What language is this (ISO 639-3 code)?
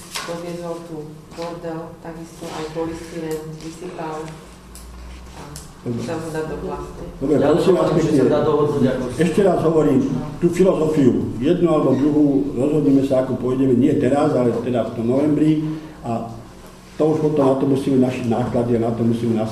slk